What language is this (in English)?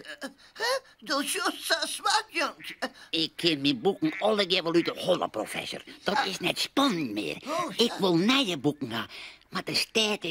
Western Frisian